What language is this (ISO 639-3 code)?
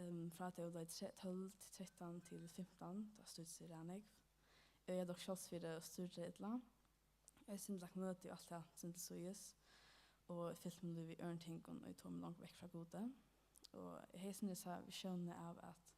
fao